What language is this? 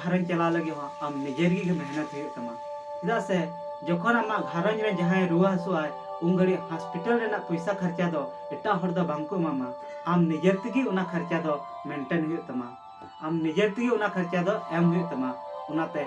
Santali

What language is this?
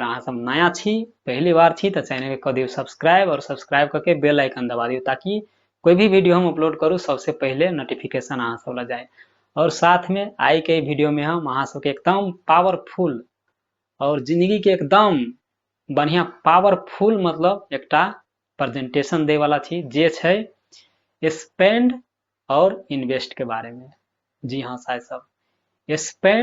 Maithili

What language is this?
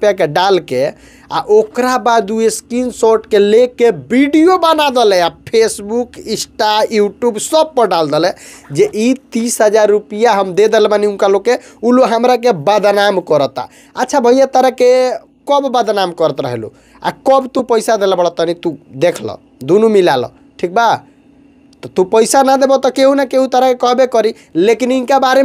Bhojpuri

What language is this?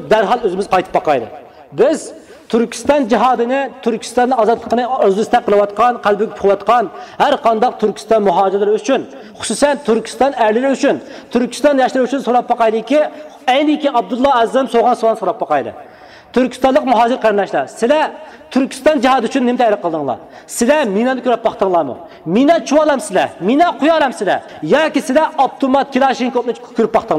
Uyghur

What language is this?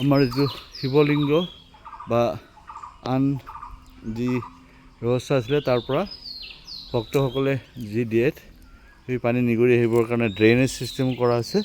Assamese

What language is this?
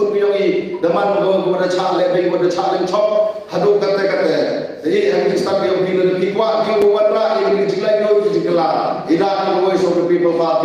Khasi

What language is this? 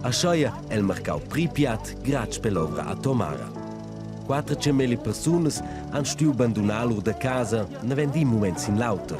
Romansh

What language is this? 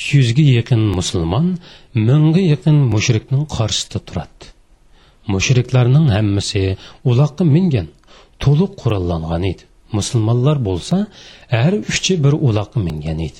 Uyghur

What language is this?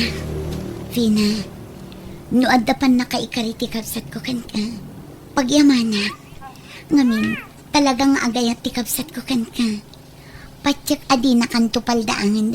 Iloko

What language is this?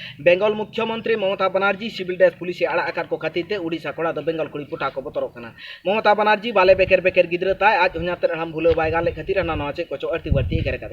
Santali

